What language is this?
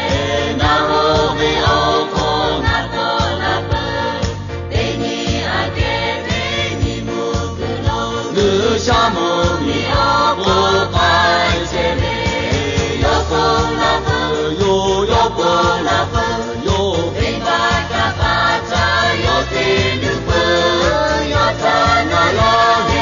Lahu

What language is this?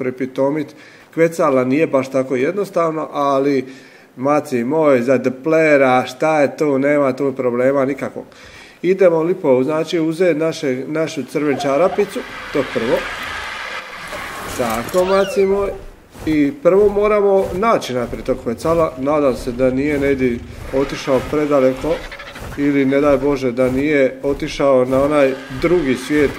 Croatian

